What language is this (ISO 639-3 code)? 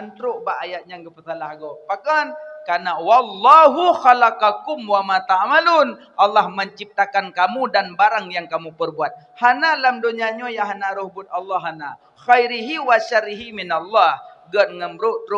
ace